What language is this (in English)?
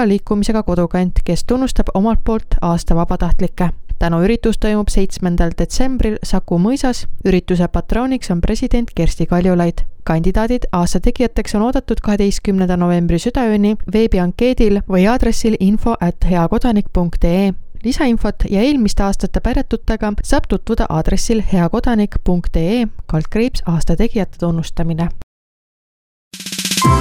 Estonian